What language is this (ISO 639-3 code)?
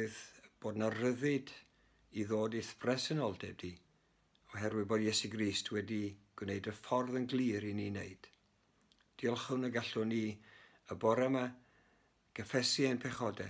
cym